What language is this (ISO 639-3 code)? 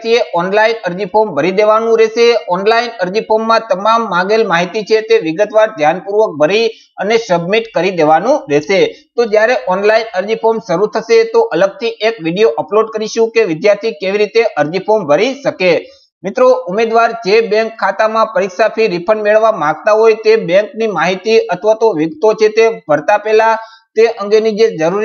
guj